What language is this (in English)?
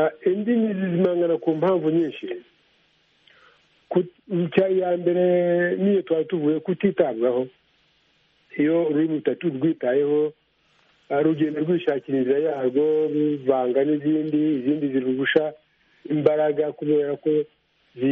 Kinyarwanda